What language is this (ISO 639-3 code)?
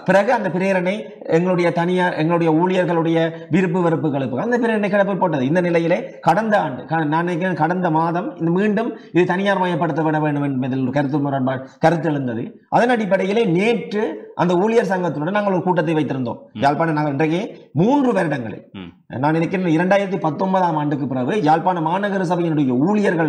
tam